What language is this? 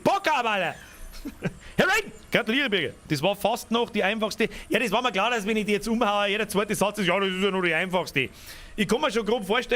Bavarian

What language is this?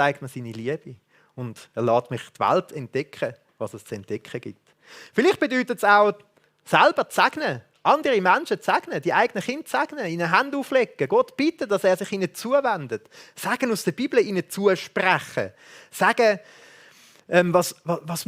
Swiss German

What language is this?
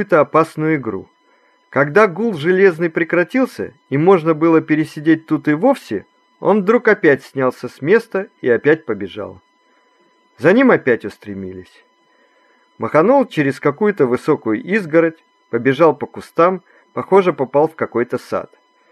Russian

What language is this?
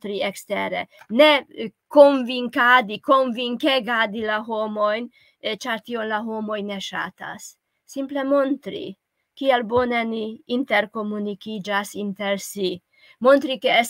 Esperanto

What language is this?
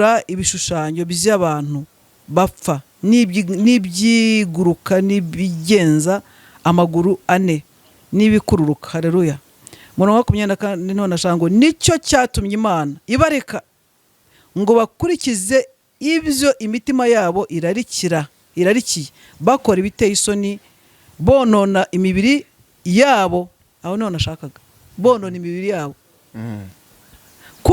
Kinyarwanda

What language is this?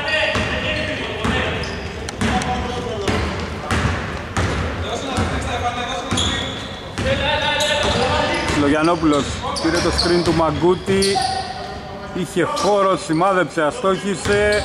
Greek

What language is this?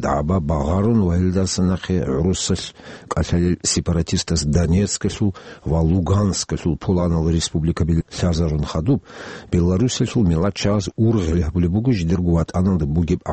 Avaric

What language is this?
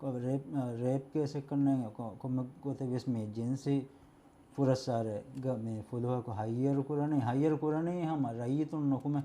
Divehi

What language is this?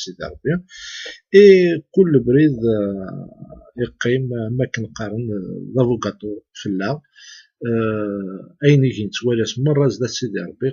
Kabyle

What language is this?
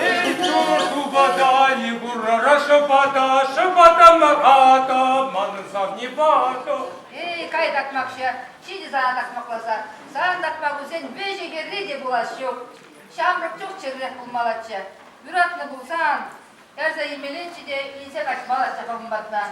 Chuvash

